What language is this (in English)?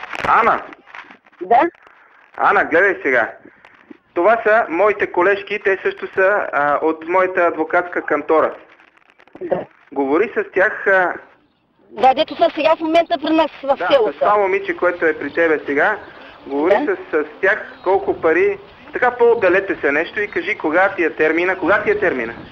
Bulgarian